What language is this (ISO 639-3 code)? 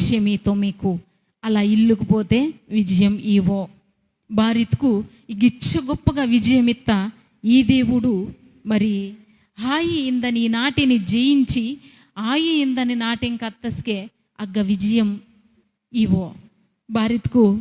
kff